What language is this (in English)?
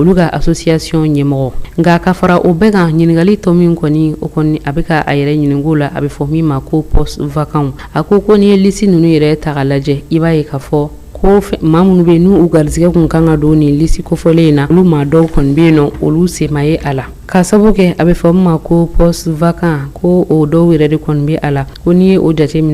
Bambara